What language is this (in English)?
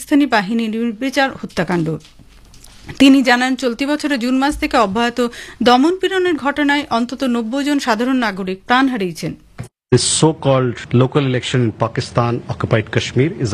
Bangla